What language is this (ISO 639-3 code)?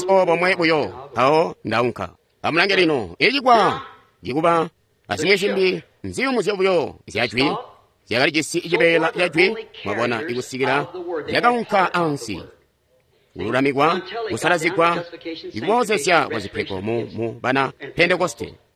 toi